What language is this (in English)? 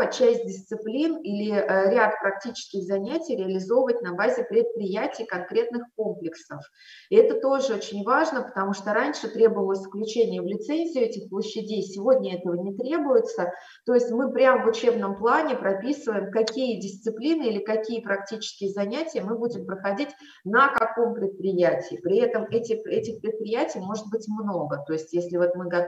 Russian